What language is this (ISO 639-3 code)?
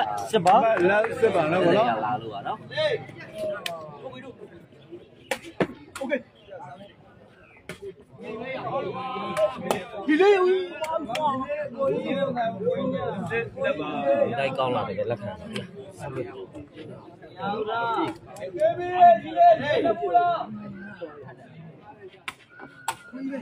mya